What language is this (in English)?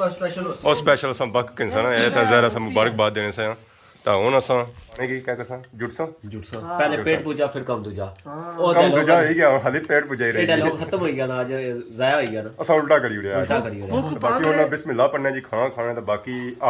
Pahari-Potwari